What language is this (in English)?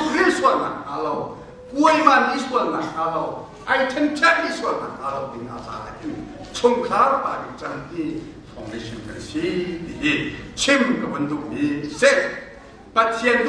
Hakha Chin